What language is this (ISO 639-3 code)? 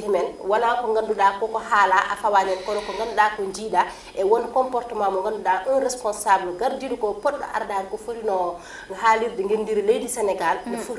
ful